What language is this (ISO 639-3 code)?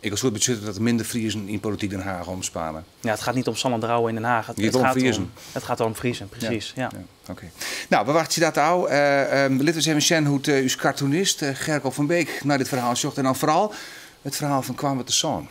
fry